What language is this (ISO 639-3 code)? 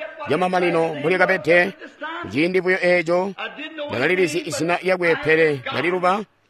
toi